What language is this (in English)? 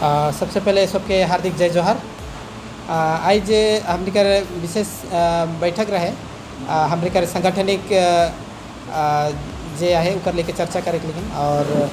Sadri